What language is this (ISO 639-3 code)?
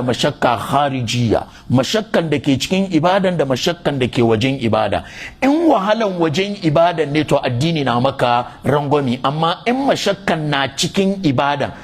hau